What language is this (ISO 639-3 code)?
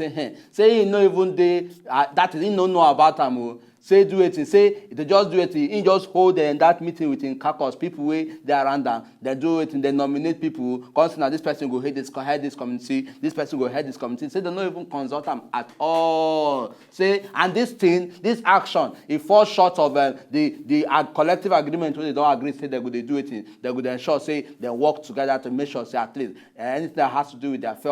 pcm